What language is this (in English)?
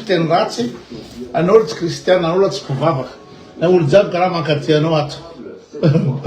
Malagasy